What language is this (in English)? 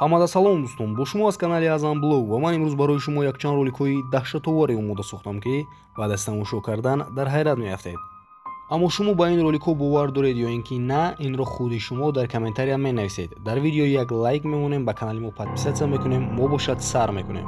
Tajik